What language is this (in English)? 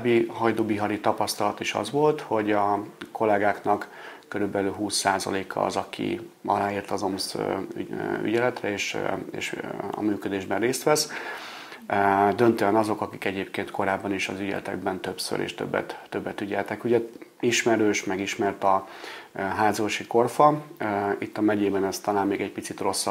Hungarian